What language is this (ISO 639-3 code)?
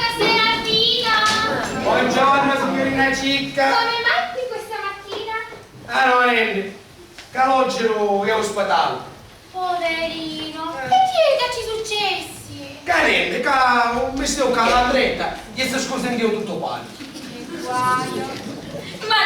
scn